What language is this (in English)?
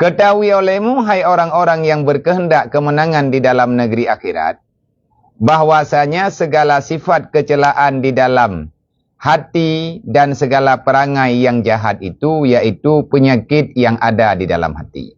Achinese